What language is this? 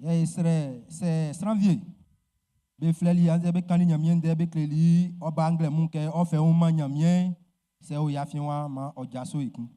Baoulé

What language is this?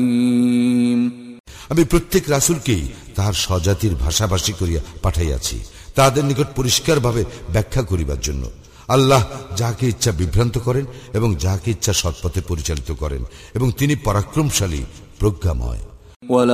Bangla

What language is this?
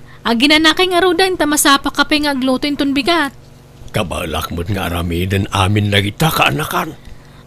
Iloko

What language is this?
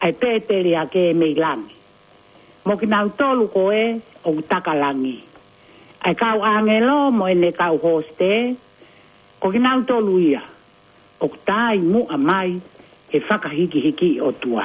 Tongan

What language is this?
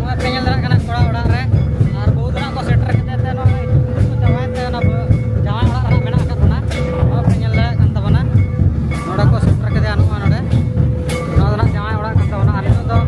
Santali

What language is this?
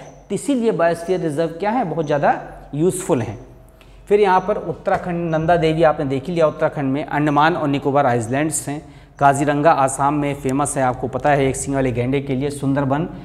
Hindi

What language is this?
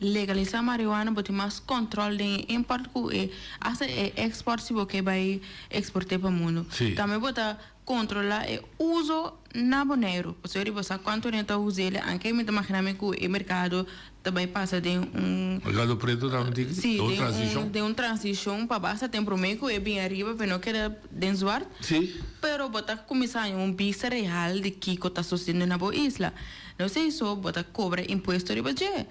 Papiamento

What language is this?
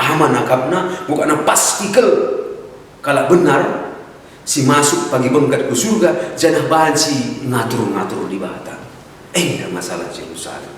Batak Karo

